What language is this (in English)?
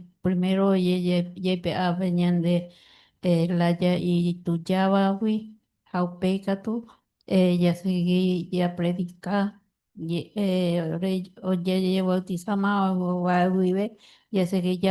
Guarani